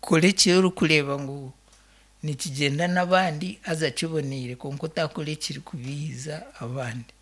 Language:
Nyankole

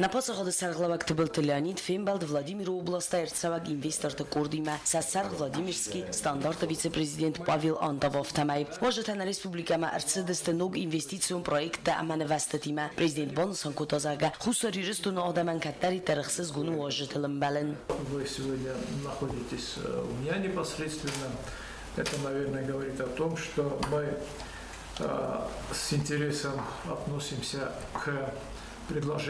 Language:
Ossetic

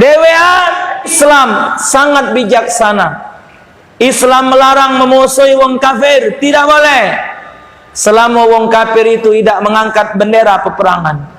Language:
Musi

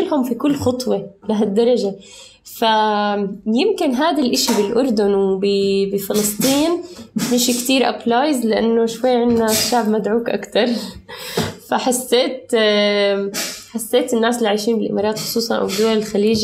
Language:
North Levantine Arabic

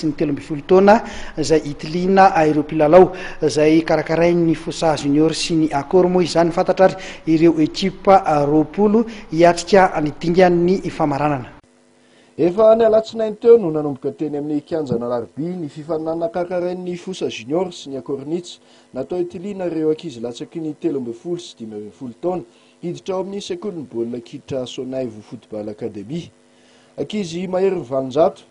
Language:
Malagasy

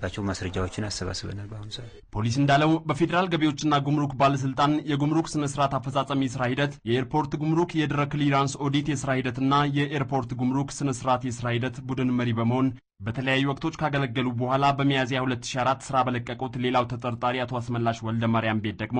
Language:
Amharic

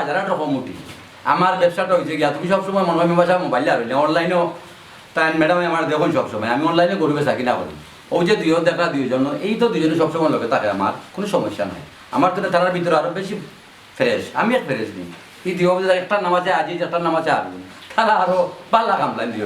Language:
Sylheti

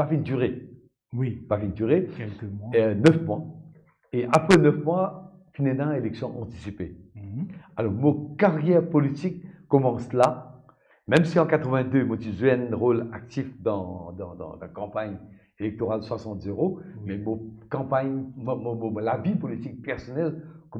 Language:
Morisyen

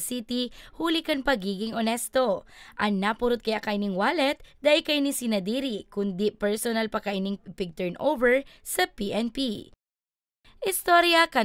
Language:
Bikol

